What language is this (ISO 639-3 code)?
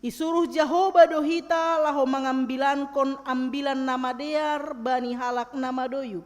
bts